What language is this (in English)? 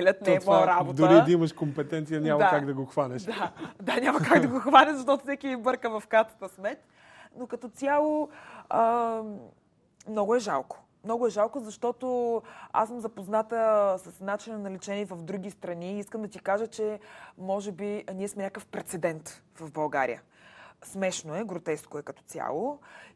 Bulgarian